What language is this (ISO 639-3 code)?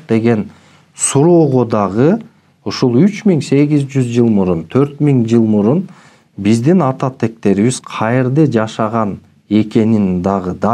kir